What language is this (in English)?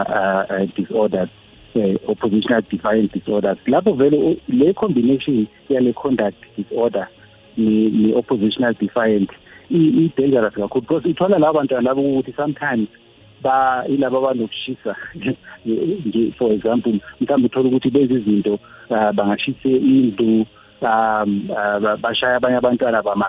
South Ndebele